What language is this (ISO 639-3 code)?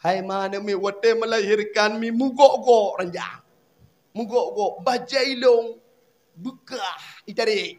ace